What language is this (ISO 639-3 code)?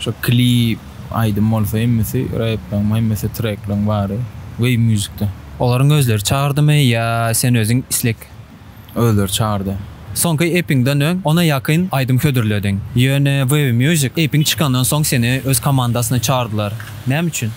tuk